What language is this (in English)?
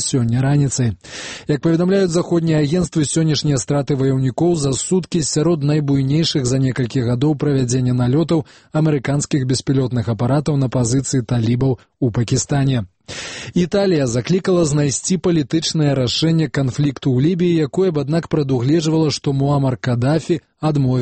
Belarusian